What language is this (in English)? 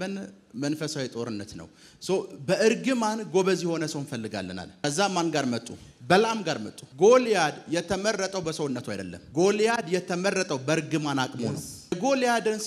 Amharic